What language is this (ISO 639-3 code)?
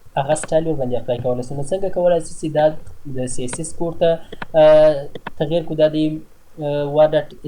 pus